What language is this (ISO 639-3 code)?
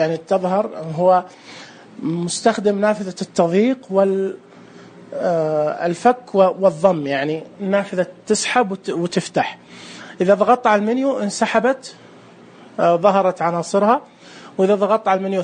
ars